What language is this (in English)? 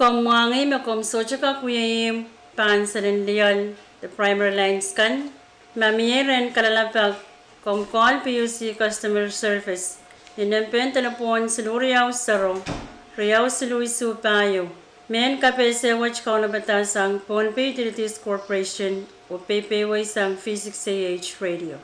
Pohnpeian